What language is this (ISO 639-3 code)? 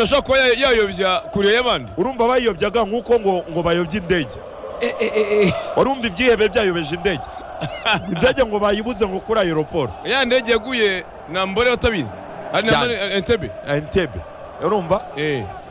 kin